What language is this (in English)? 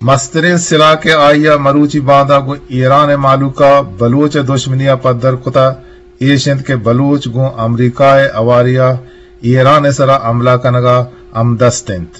Eastern Balochi